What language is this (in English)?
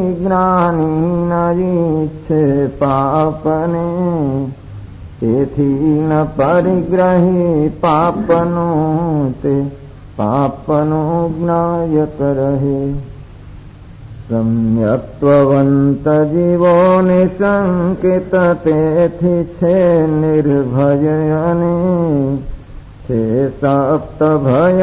Gujarati